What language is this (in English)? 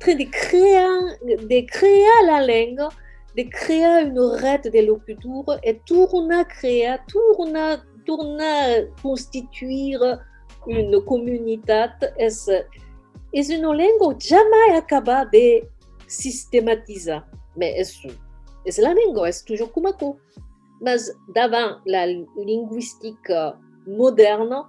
Occitan